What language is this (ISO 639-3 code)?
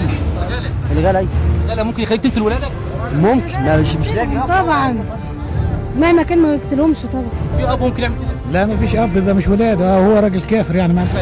arz